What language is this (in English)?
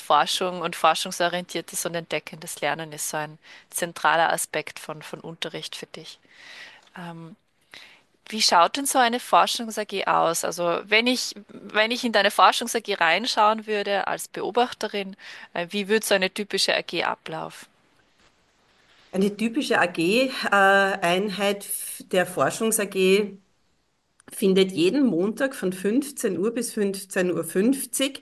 German